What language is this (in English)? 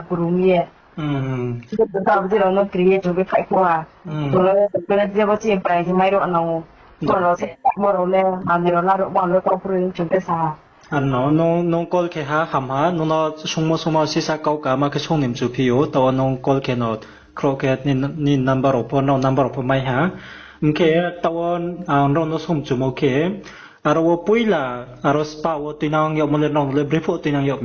Riang (India)